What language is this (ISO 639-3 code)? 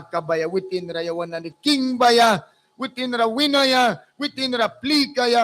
miq